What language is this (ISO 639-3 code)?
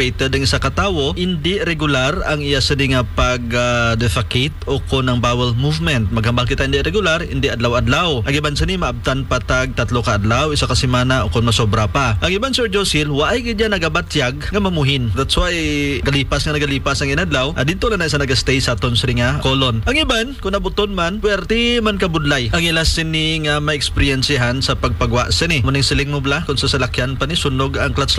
hil